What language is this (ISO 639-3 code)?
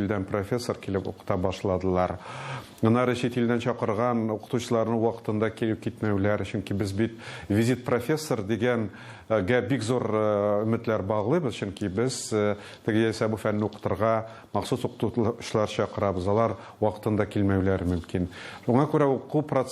tat